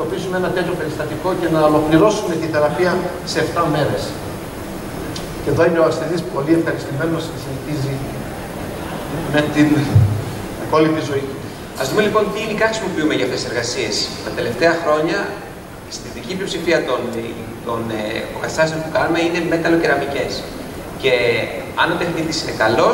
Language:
Greek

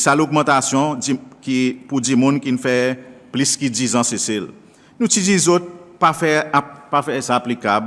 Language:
Seselwa Creole French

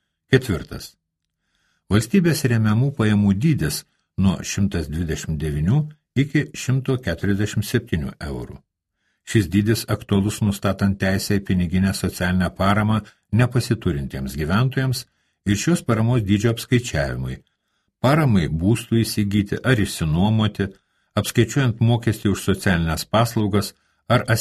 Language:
Lithuanian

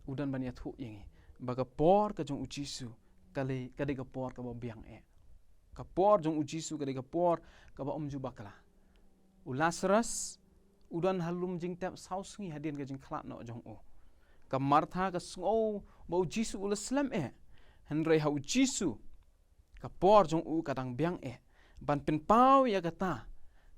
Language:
Khasi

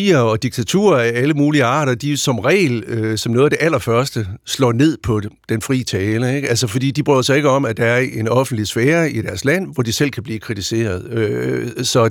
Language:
Danish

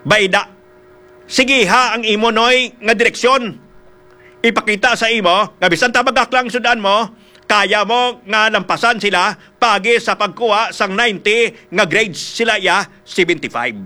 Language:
Hiligaynon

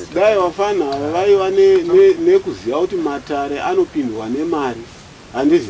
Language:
Shona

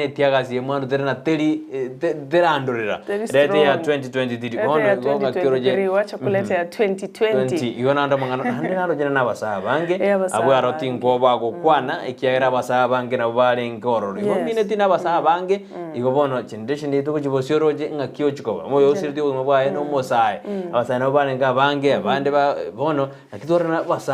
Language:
Gusii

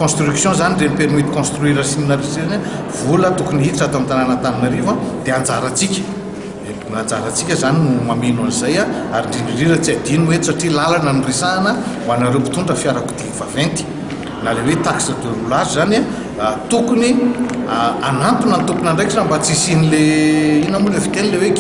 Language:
Malagasy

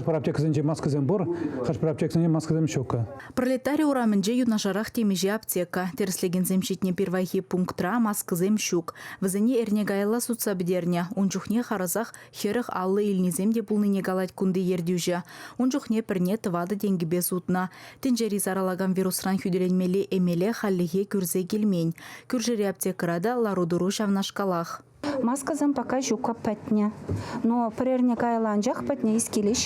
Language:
Chuvash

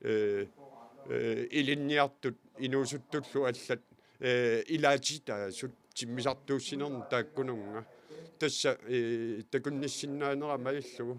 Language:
Kalaallisut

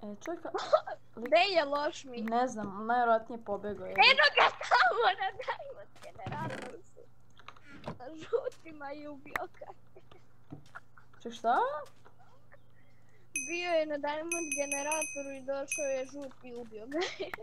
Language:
Croatian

